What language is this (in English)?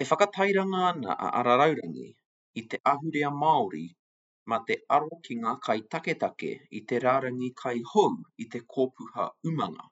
Māori